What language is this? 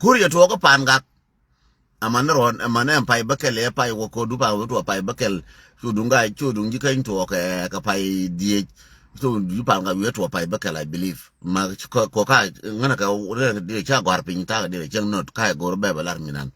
Nuer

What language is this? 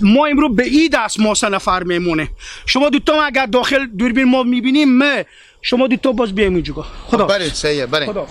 Persian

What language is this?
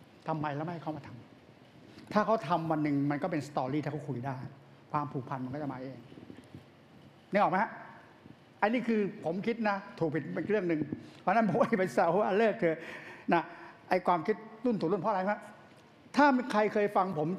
Thai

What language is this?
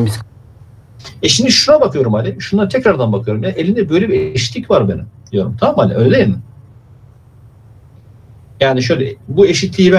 Turkish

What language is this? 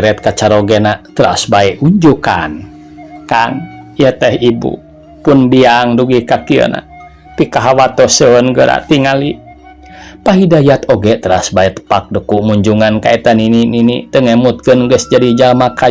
Sundanese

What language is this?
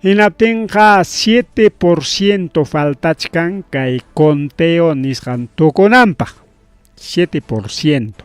Ayacucho Quechua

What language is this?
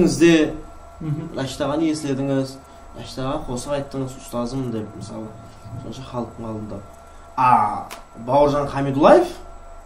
Kara-Kalpak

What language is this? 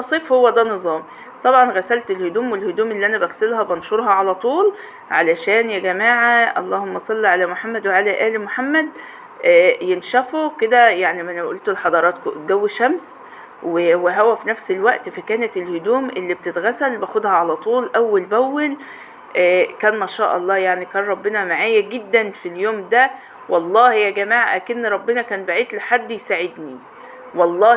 Egyptian Arabic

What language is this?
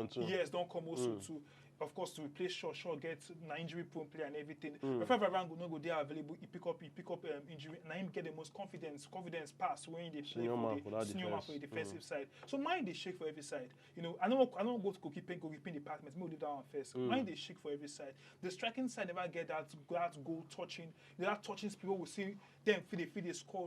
Nigerian Pidgin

